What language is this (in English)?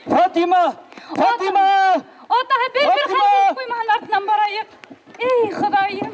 Bashkir